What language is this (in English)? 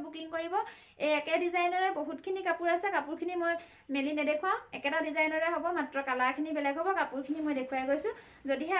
Assamese